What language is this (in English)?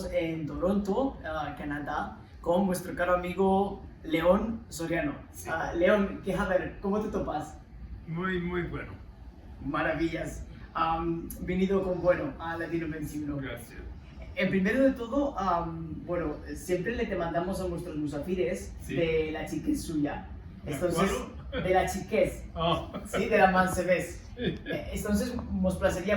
Ladino